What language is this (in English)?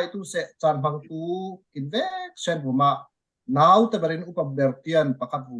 Falam Chin